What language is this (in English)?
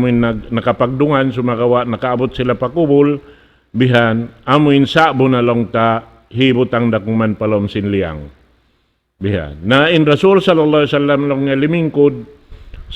Tausug